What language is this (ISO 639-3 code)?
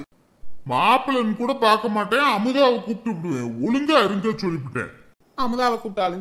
tam